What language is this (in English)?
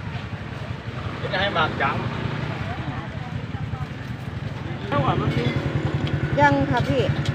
Northeastern Thai